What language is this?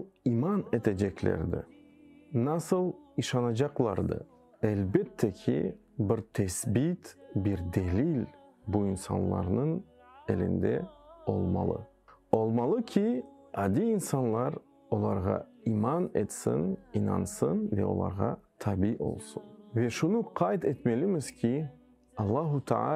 Crimean Tatar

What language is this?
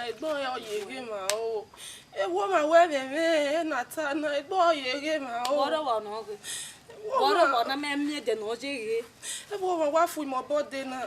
Bini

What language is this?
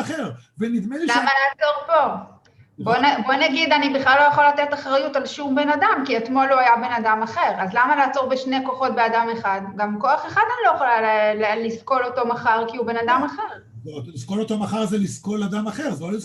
Hebrew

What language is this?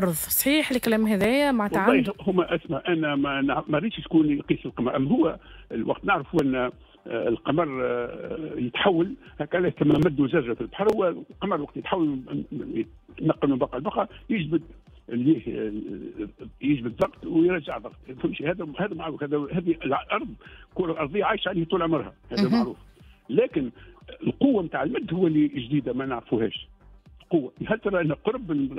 Tunisian Arabic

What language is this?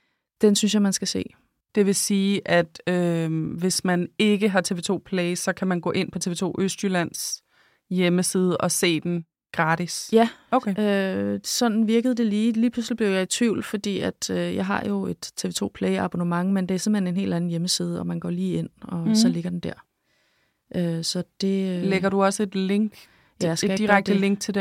Danish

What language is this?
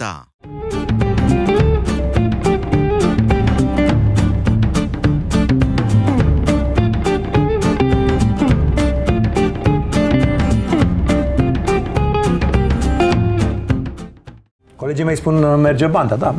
Romanian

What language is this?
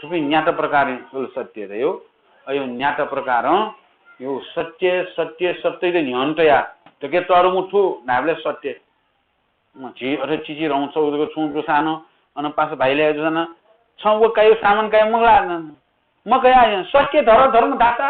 Newari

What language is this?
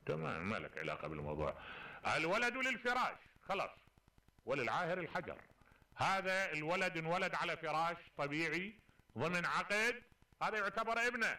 Mesopotamian Arabic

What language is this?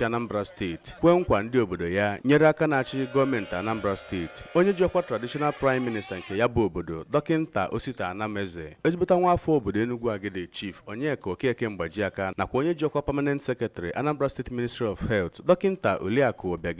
Igbo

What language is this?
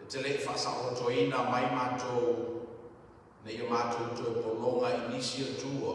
Samoan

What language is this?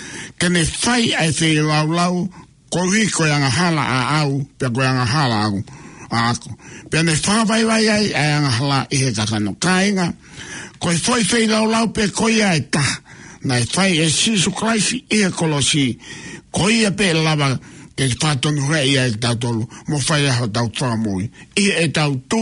Tongan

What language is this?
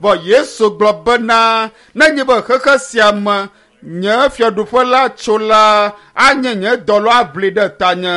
Ewe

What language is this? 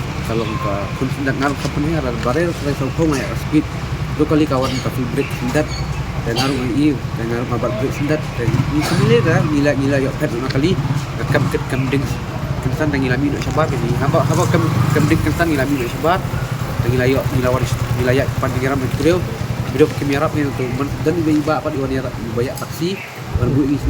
Khasi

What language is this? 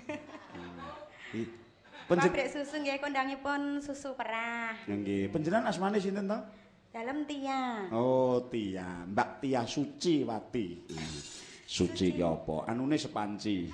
Javanese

